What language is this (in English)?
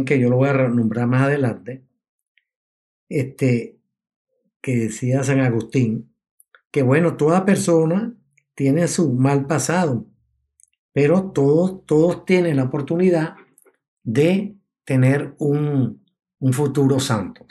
Spanish